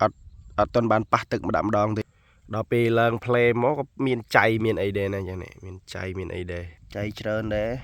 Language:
Khmer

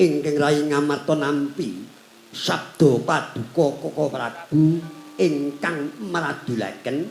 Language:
Javanese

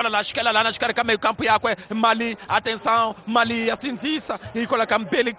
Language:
Tsonga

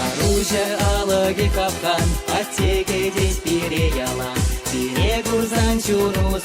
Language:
Chuvash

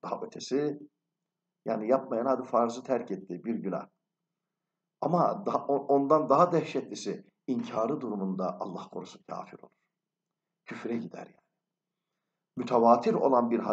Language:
Turkish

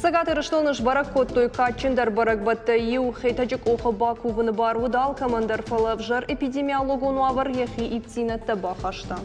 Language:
Ossetic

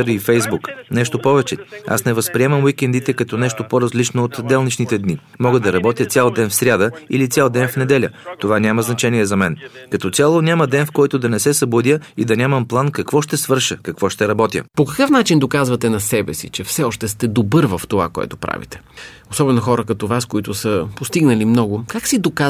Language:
Bulgarian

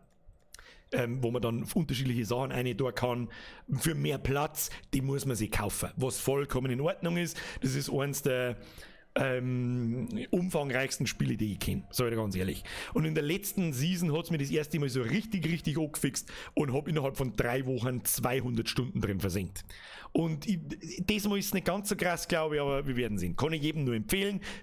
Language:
Bavarian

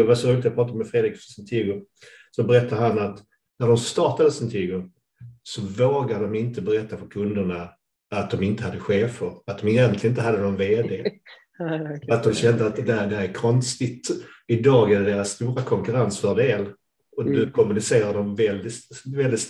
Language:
Swedish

